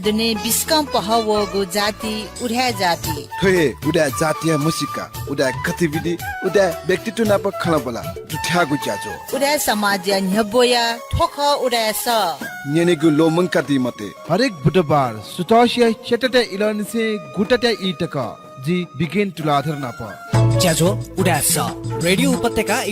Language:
Newari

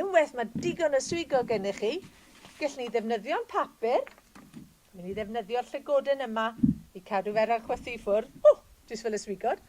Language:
Welsh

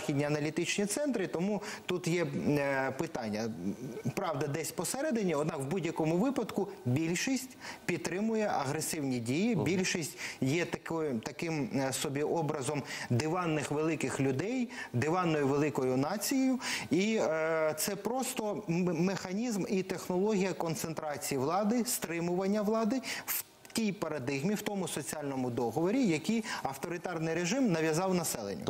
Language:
Ukrainian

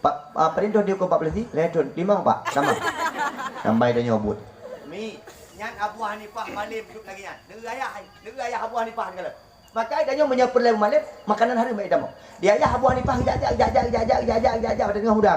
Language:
Achinese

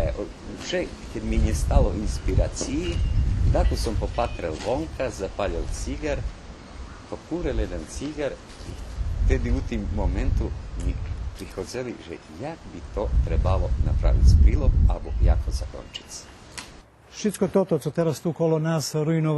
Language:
Rusyn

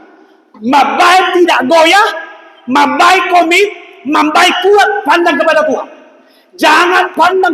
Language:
Batak Toba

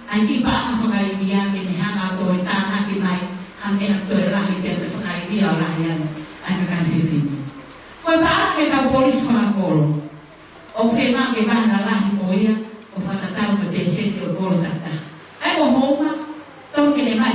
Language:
Tongan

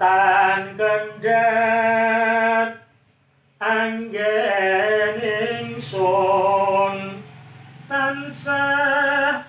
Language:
Javanese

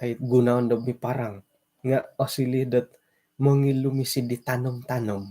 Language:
Central Dusun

